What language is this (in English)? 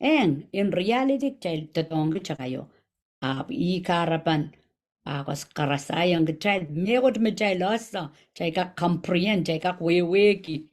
Pohnpeian